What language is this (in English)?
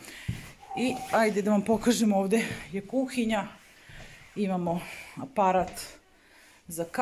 Serbian